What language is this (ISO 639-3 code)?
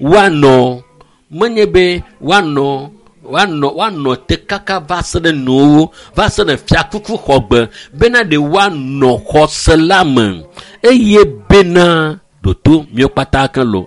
ewe